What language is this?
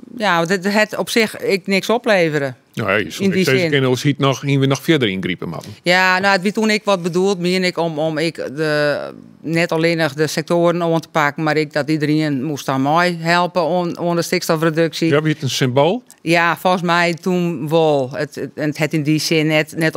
Western Frisian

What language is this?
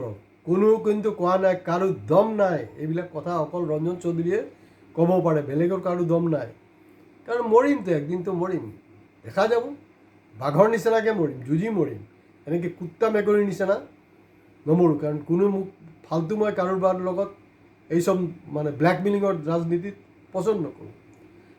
Assamese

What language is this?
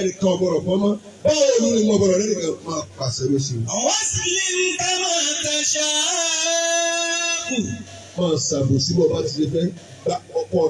Yoruba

